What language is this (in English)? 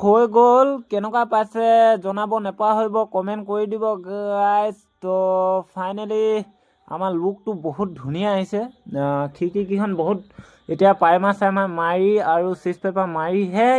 Assamese